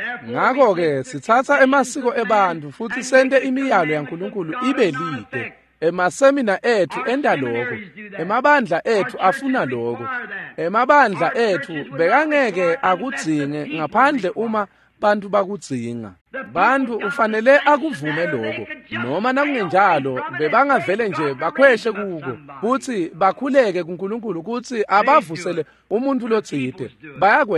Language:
Swati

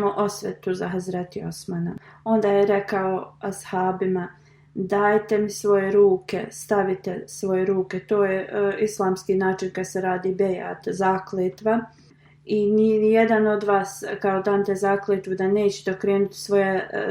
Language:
Bosnian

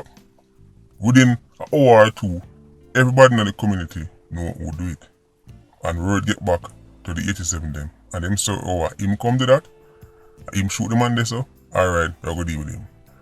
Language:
Jamaican Creole English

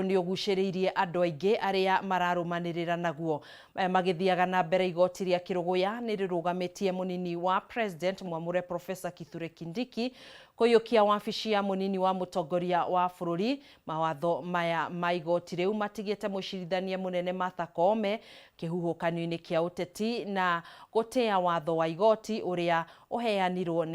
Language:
Kikuyu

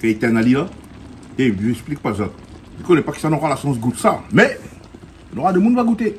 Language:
Réunion Creole French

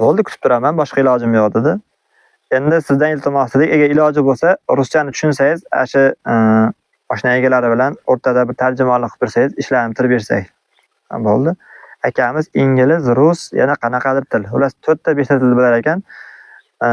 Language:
Uzbek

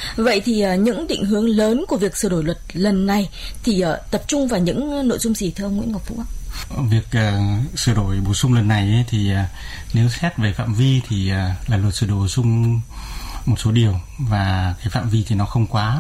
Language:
Vietnamese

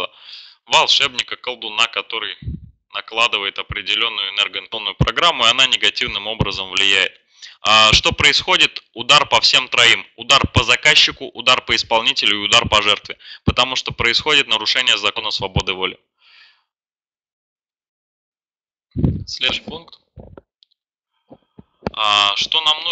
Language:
Russian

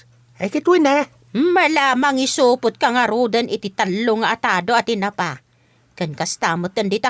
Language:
Iloko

